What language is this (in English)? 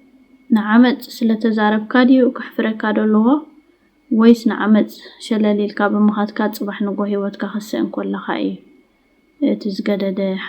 Tigrinya